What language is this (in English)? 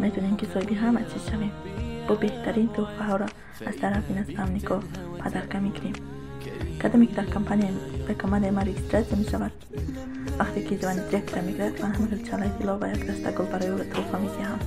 Tajik